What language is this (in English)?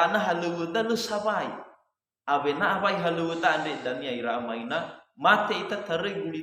Nias